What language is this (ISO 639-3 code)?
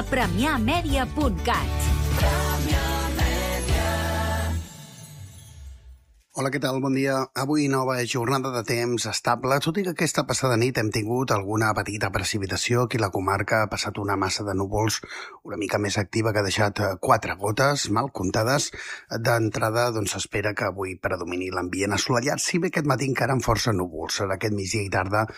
cat